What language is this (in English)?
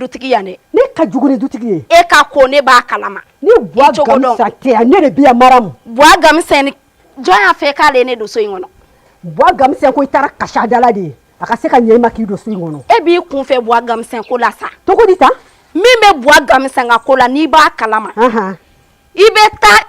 Bambara